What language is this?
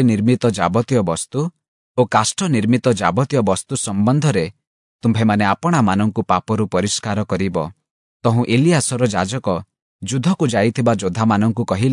Odia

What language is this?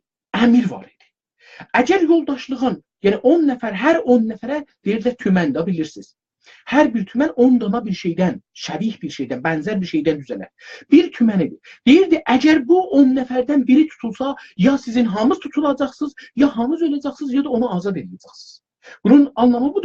South Azerbaijani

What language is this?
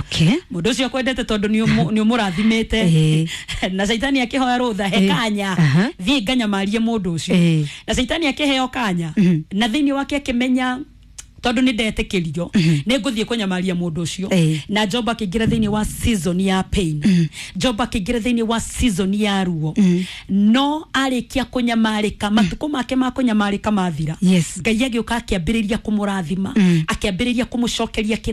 Kikuyu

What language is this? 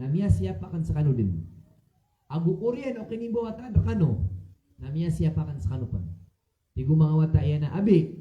Maranao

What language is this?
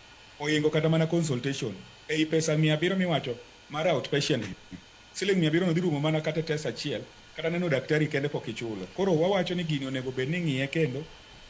Luo (Kenya and Tanzania)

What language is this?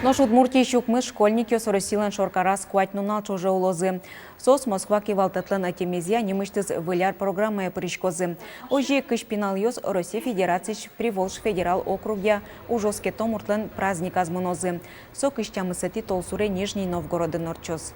Udmurt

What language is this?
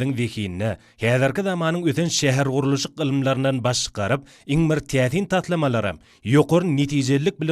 Turkmen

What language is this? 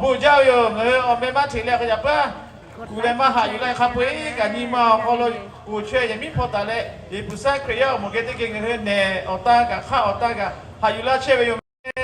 Lahu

